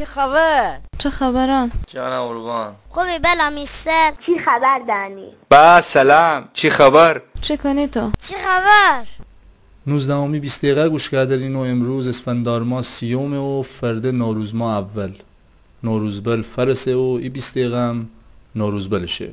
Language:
Gilaki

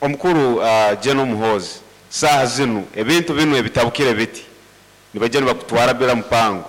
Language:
Nyoro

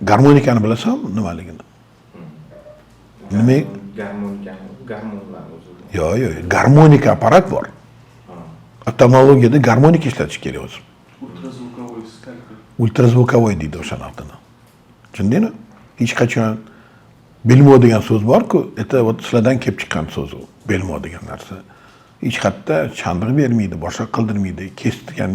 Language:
Uzbek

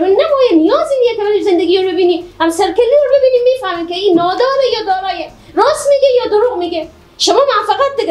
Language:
Persian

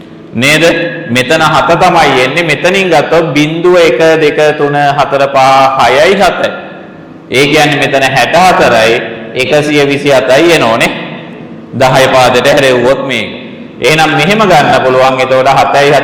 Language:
Sinhala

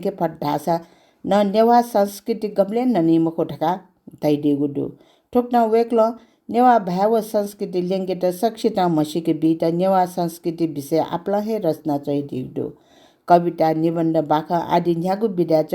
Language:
Newari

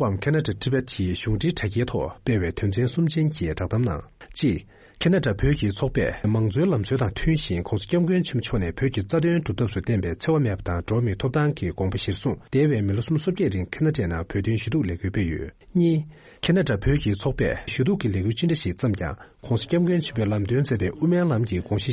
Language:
Tibetan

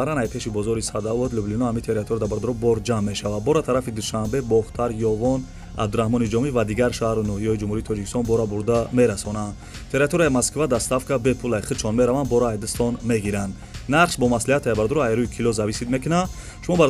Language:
Tajik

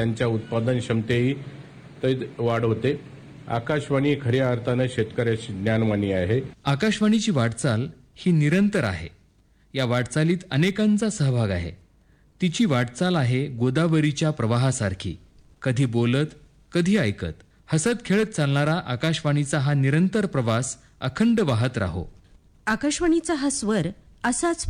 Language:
Marathi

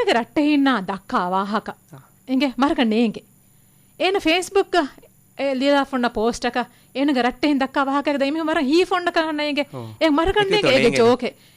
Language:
Divehi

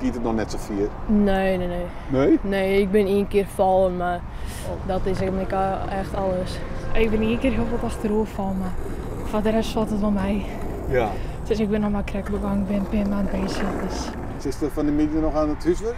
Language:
Western Frisian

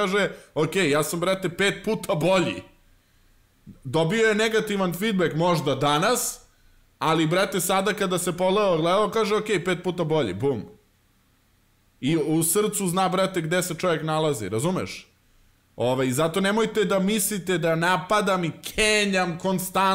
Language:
Serbian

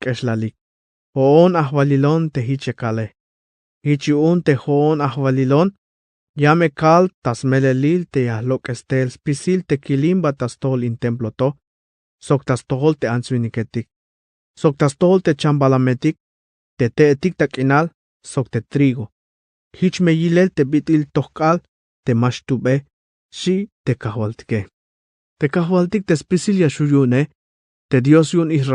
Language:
Tzeltal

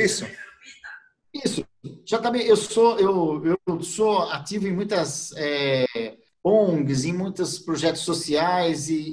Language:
Portuguese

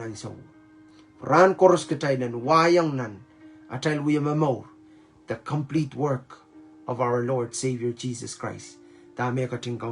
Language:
Pohnpeian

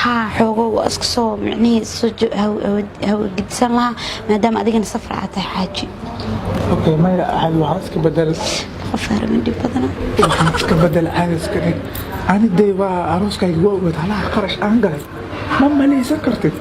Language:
Somali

